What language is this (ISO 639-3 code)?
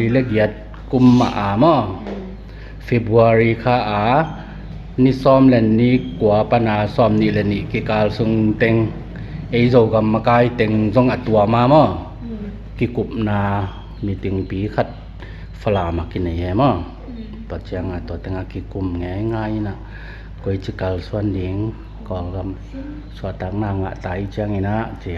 ctd